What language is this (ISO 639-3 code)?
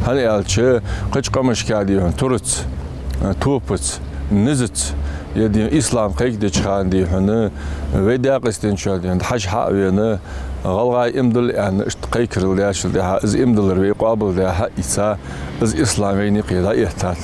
inh